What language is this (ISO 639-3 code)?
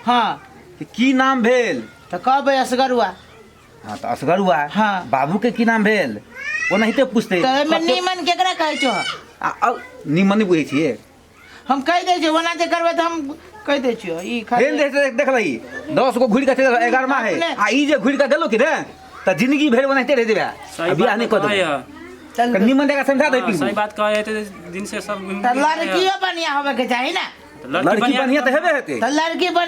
mai